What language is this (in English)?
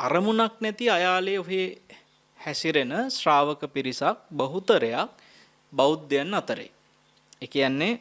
Sinhala